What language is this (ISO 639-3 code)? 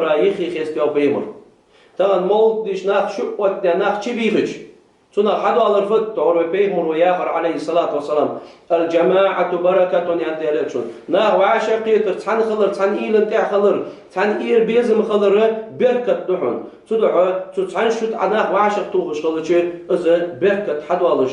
inh